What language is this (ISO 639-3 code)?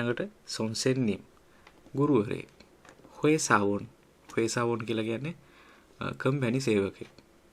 sin